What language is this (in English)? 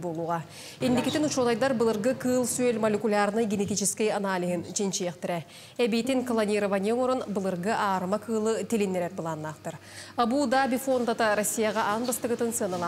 Yakut